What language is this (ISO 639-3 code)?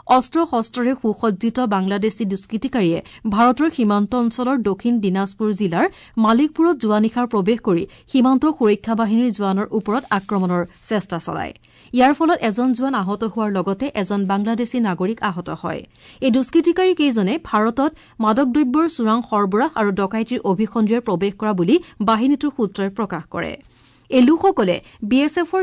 asm